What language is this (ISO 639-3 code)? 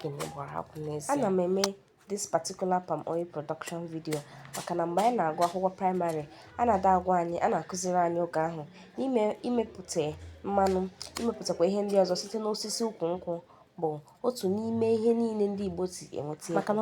ibo